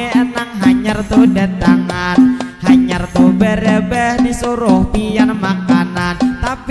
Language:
Banjar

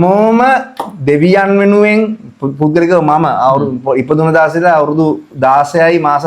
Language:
Sinhala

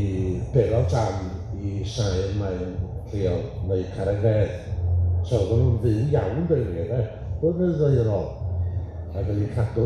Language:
Welsh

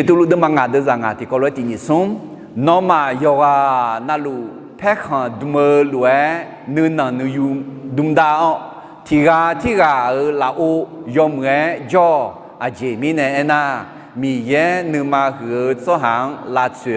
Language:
Akha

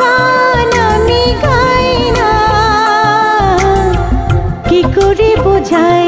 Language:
Bangla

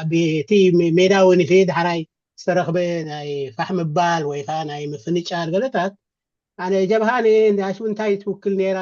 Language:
Tigrinya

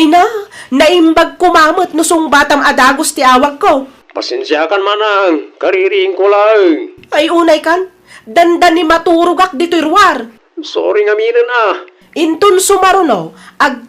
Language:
Iloko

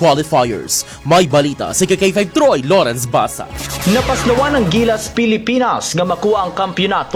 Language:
Hiligaynon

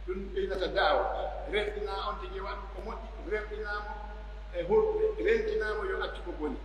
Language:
Pular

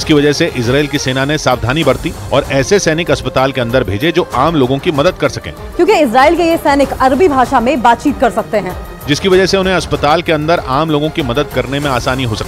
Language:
Hindi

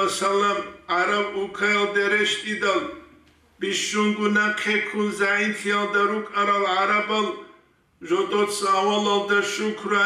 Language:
Avaric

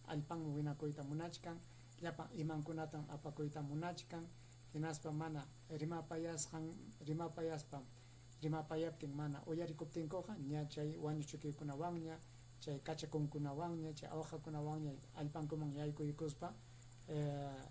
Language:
Ayacucho Quechua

